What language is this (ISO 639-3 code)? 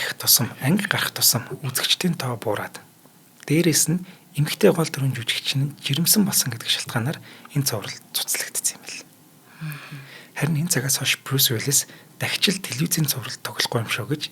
mon